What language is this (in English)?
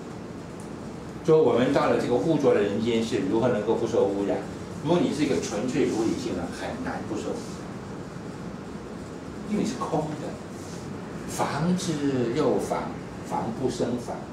Chinese